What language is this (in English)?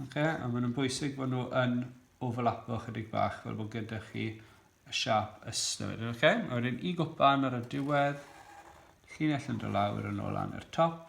Welsh